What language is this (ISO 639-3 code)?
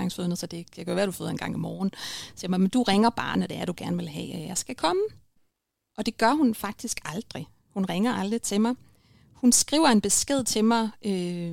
dan